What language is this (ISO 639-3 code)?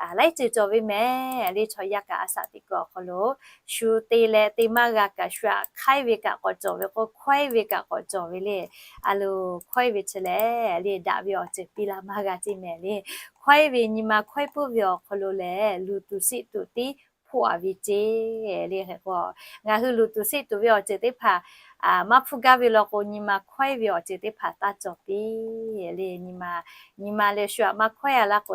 lhu